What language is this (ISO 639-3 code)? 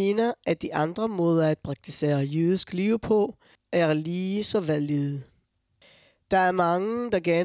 dan